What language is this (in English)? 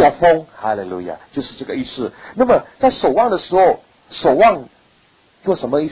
Chinese